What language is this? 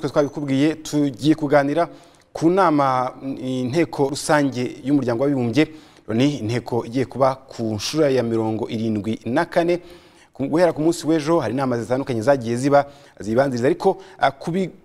Kinyarwanda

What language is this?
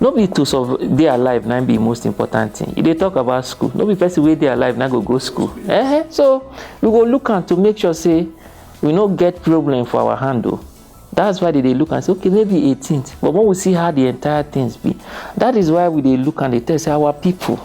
Nigerian Pidgin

